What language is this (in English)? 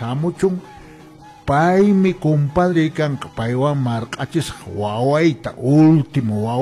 Quechua